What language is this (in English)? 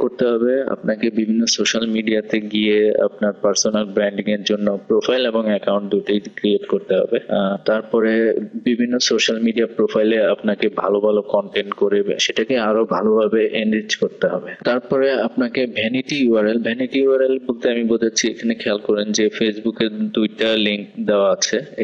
Bangla